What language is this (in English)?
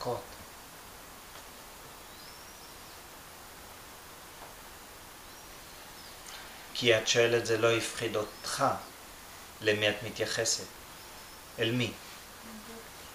Hebrew